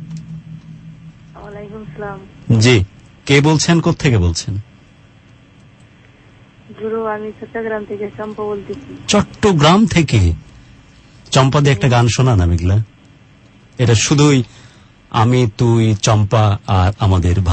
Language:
Bangla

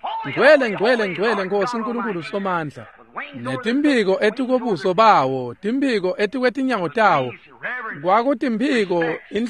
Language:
Swati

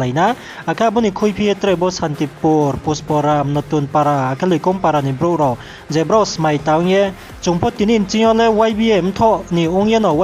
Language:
Riang (India)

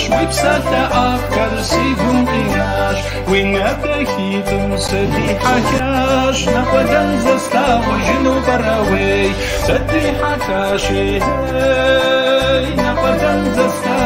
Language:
Kabardian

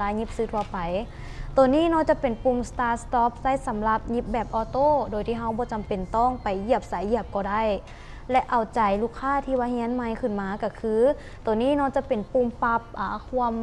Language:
Lao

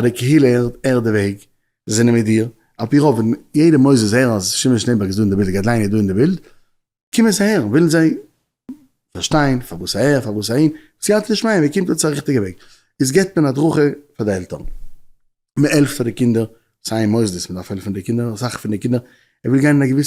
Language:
Yiddish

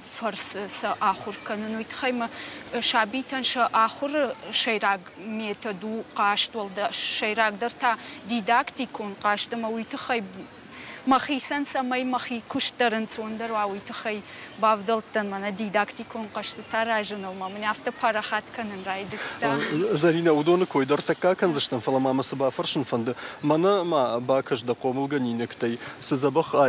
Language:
Ossetic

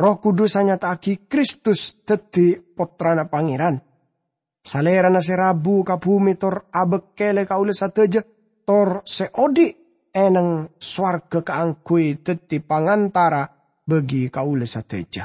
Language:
Madurese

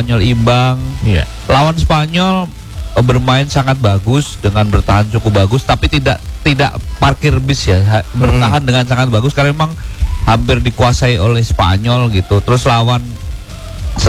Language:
Indonesian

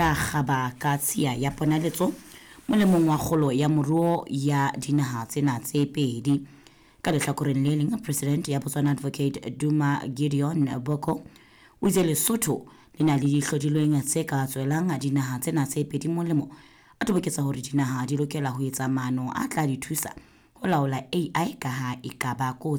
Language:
Southern Sotho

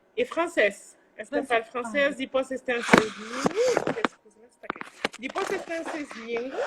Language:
Kabuverdianu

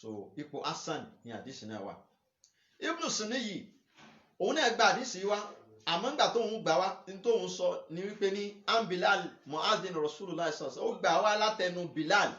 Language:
Yoruba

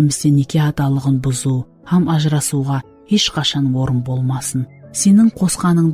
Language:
Kara-Kalpak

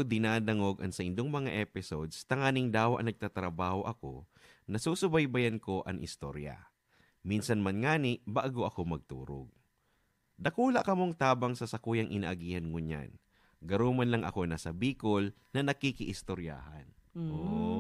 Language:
Bikol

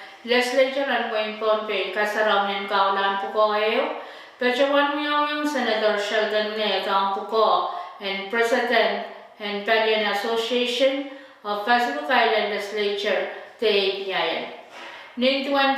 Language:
Pohnpeian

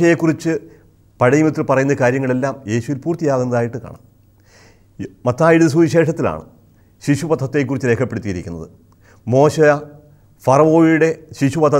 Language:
Malayalam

